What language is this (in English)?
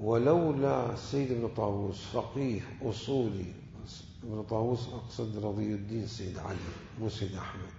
Mesopotamian Arabic